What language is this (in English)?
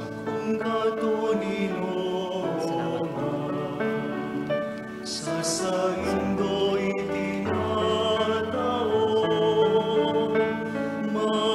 Bikol